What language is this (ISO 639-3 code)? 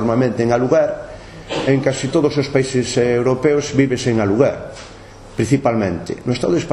glg